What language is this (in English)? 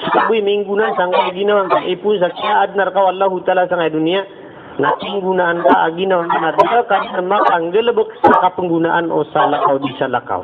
Maranao